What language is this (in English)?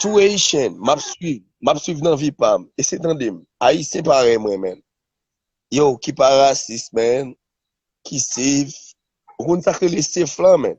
Haitian Creole